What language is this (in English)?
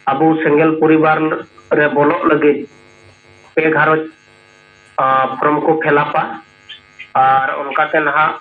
Santali